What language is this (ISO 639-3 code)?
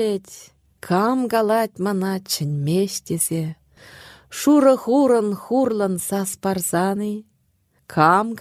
chv